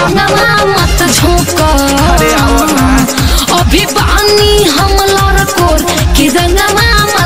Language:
Bhojpuri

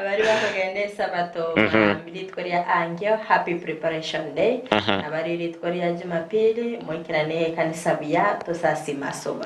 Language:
Gusii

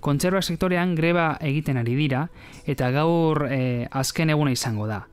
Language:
Basque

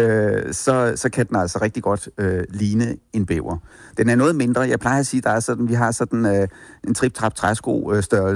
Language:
Danish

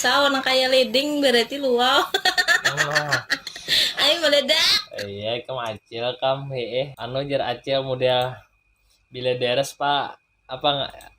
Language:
Banjar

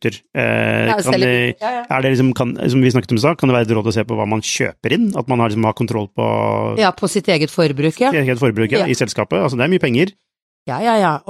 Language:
Norwegian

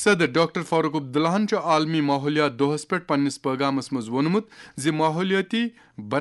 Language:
Kashmiri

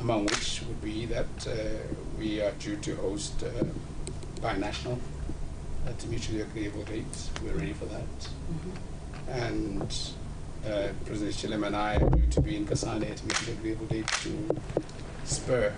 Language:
Tswana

